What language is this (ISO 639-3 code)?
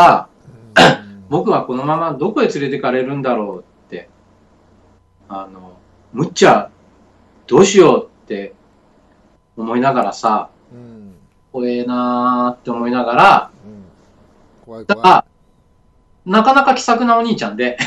jpn